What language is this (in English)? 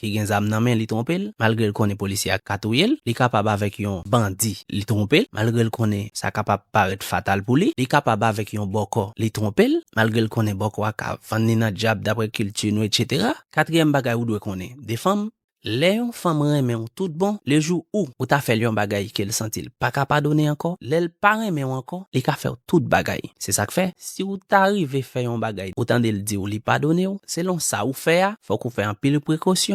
Haitian Creole